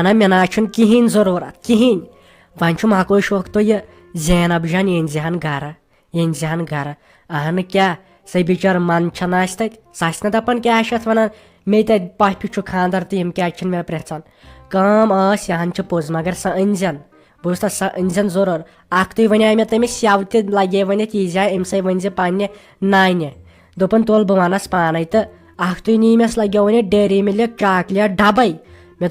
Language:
Kashmiri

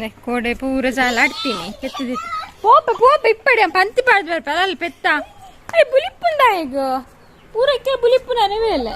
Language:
Tulu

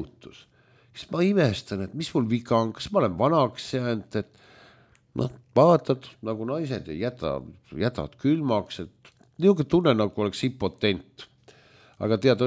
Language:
Estonian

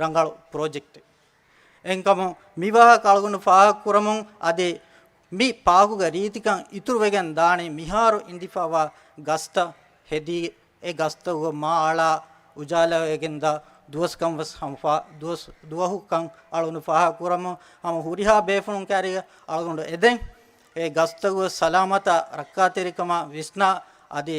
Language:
Divehi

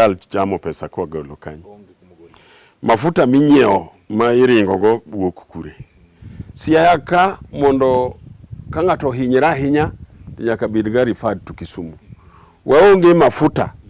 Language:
Luo (Kenya and Tanzania)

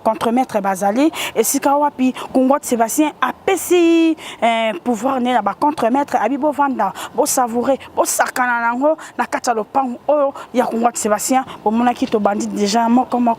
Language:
Lingala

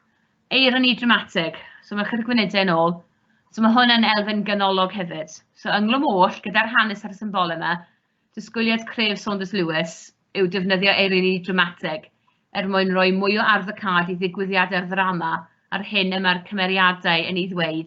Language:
Welsh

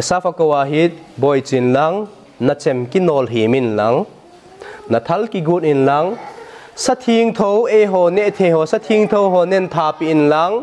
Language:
Thado Chin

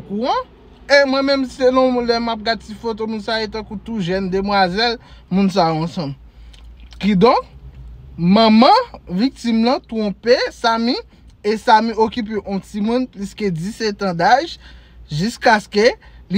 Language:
Haitian Creole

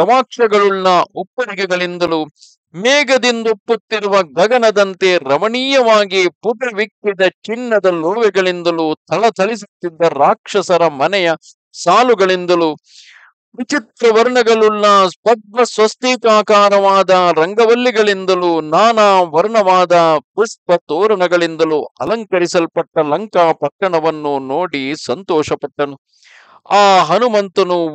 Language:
Kannada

